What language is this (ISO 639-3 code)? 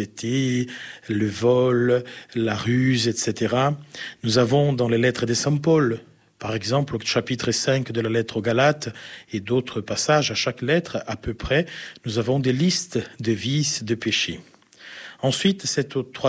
fra